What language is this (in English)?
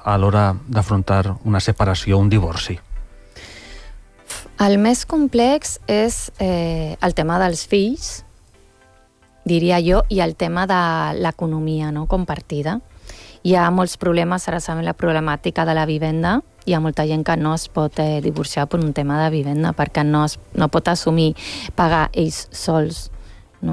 Catalan